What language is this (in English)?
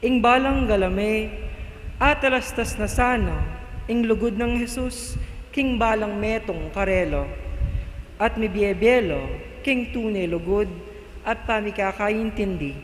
Pampanga